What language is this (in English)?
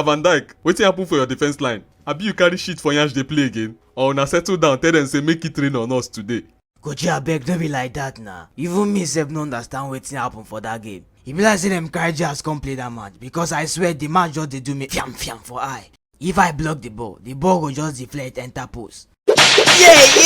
Nigerian Pidgin